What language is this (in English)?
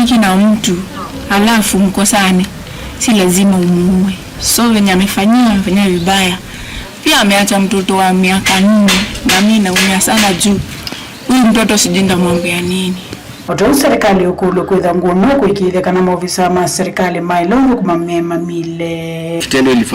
Kamba